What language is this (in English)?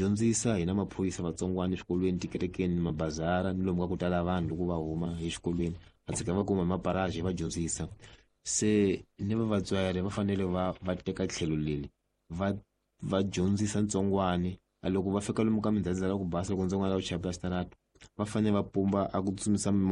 Tsonga